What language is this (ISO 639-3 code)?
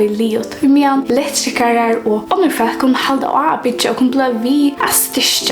fao